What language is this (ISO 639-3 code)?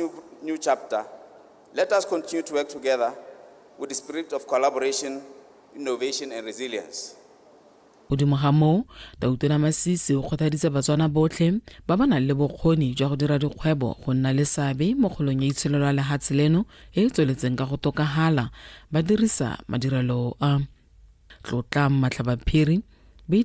tsn